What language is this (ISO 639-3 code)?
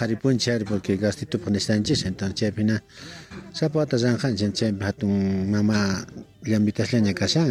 quh